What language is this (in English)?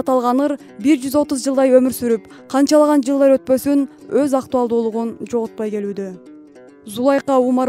Kyrgyz